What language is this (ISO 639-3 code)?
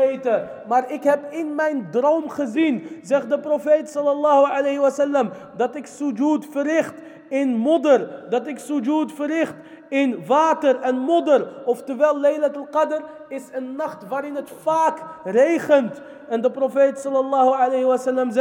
nld